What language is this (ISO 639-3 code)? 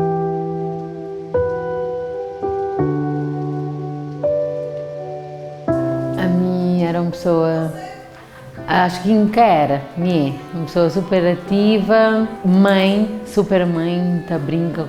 kea